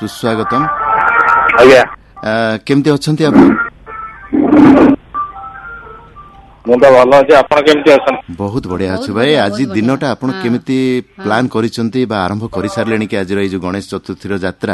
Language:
Odia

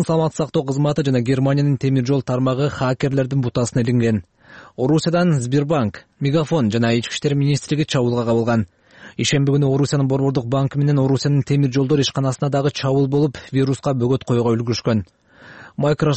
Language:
Kyrgyz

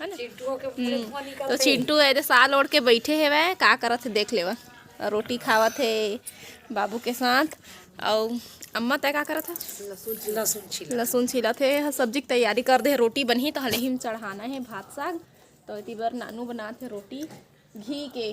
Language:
Chhattisgarhi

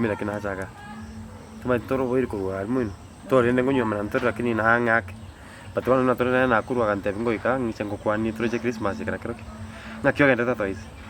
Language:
Gusii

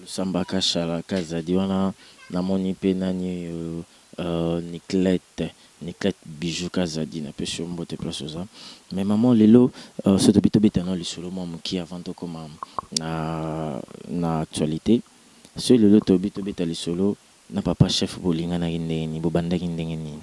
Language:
Lingala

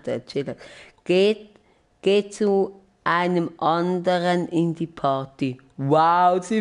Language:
Swiss German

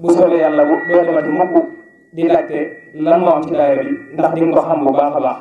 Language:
Wolof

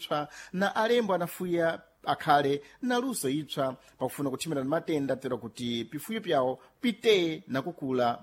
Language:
Sena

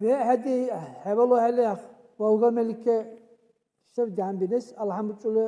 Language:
Dargwa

